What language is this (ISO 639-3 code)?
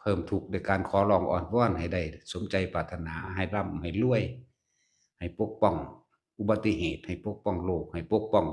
lao